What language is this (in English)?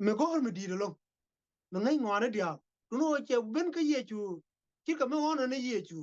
Nuer